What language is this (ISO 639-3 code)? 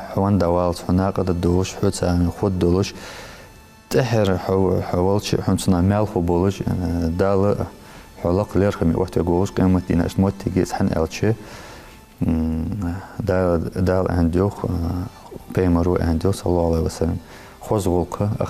inh